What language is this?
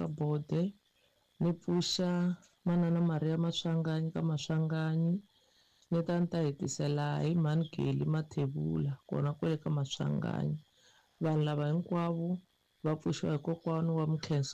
Tsonga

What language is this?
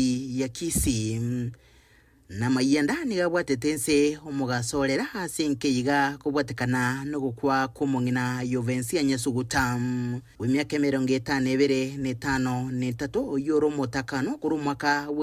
Gusii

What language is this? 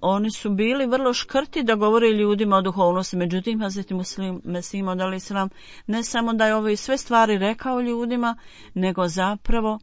Bosnian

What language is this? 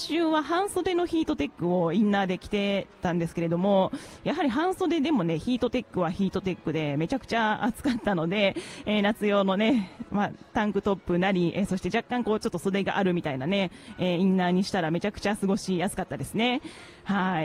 Japanese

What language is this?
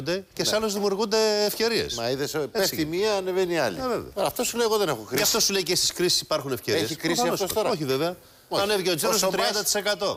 Greek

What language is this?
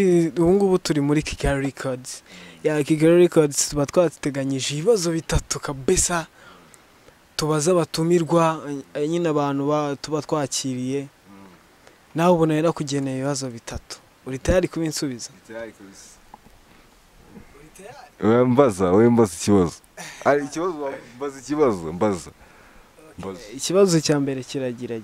Kinyarwanda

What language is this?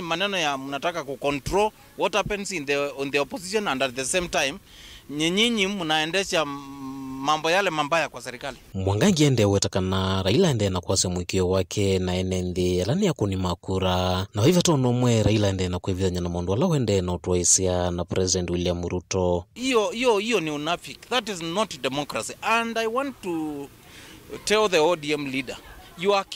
Kamba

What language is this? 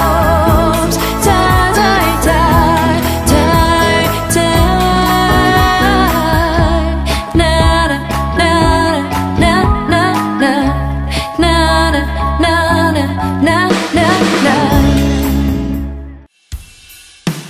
English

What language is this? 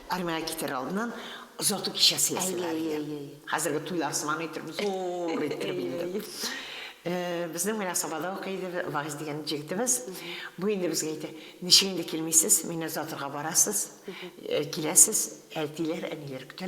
Tatar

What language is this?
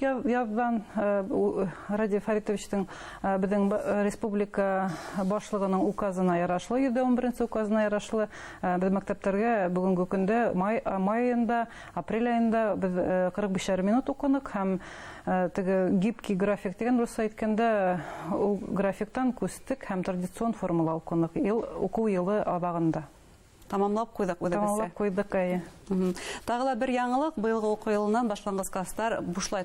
Bashkir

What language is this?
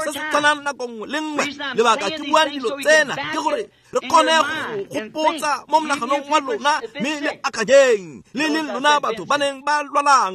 Tswana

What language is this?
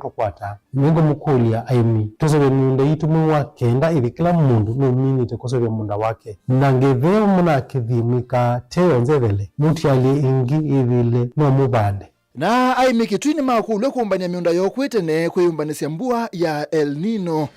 Kamba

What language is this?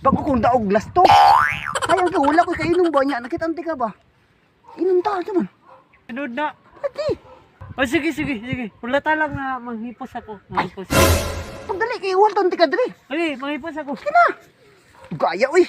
Cebuano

